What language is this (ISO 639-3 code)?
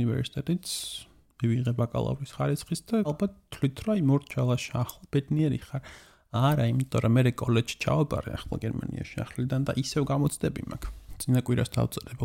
kat